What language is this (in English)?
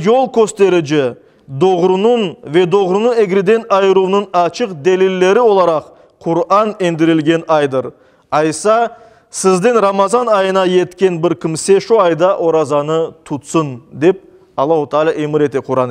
Crimean Tatar